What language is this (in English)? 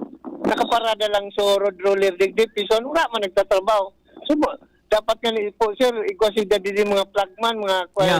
Bikol